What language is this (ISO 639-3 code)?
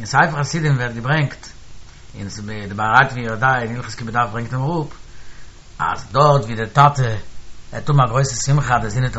yid